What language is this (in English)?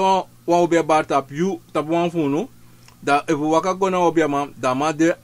Sranan Tongo